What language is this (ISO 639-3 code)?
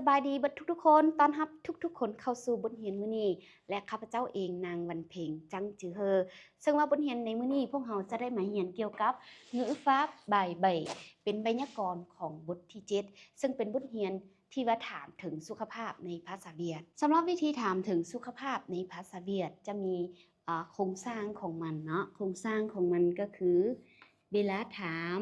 lao